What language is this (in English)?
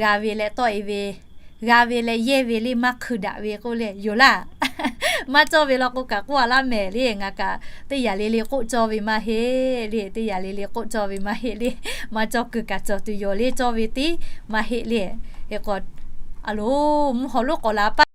Lahu